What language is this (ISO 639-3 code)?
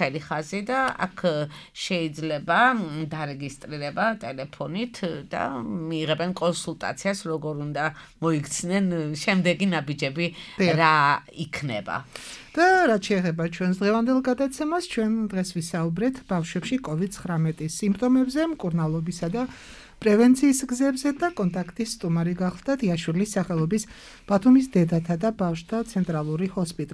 kat